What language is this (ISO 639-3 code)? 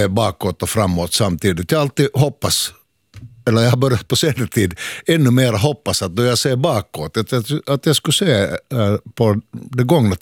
swe